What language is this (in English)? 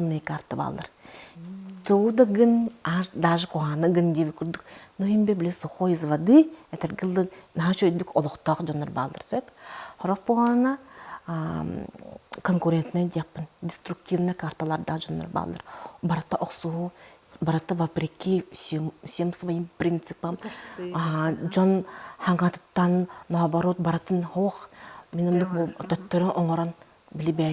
Yakut